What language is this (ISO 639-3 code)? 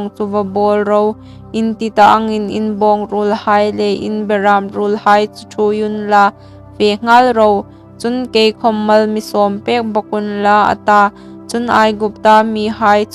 hmr